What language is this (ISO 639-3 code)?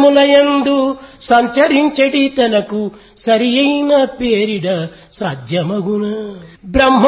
tel